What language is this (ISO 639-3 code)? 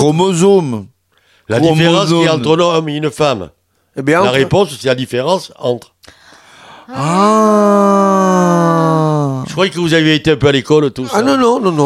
fra